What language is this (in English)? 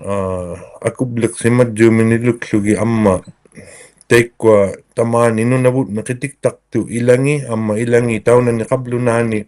Inuktitut